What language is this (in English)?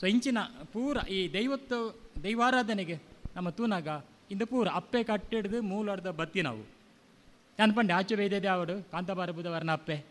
Tulu